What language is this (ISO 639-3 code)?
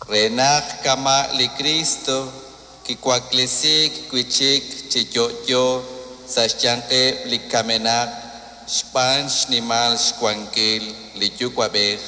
kek